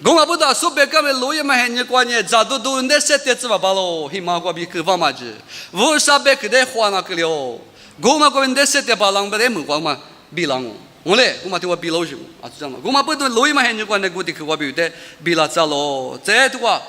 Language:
Lisu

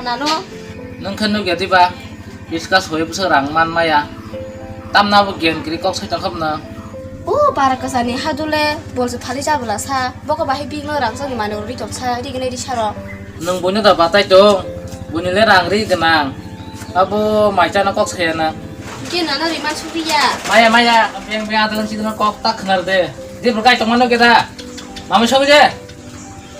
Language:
Kok Borok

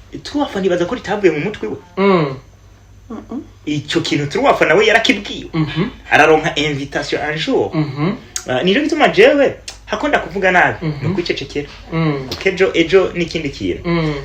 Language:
Rundi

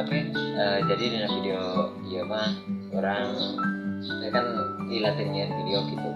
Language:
Sundanese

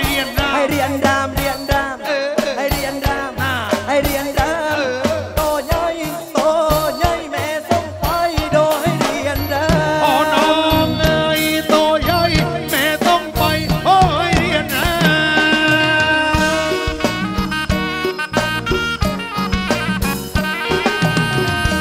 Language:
Thai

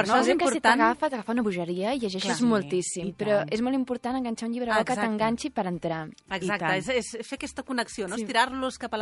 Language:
Catalan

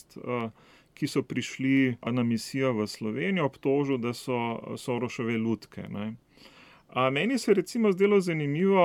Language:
Slovenian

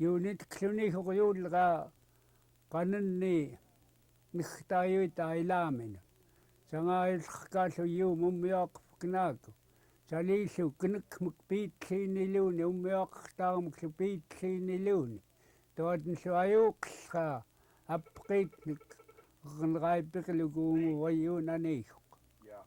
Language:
Central Yupik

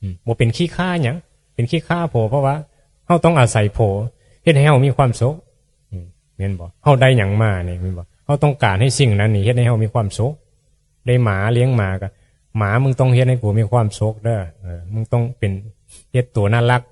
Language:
Northeastern Thai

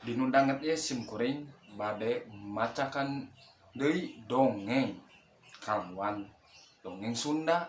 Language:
Sundanese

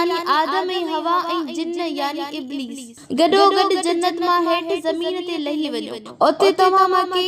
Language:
Sindhi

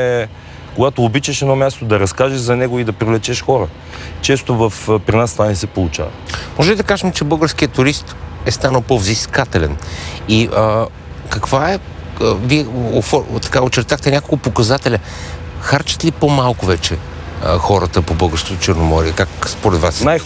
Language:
Bulgarian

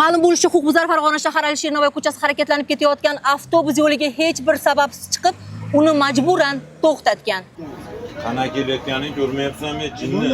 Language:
Uzbek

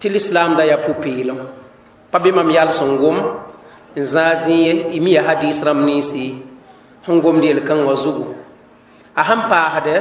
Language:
Mossi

